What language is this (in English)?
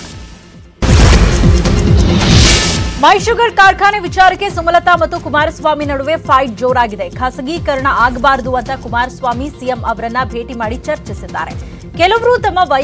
Kannada